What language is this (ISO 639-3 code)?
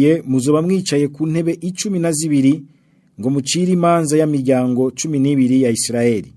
run